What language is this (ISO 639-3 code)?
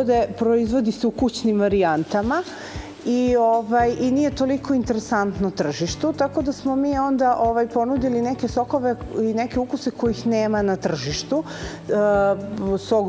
srp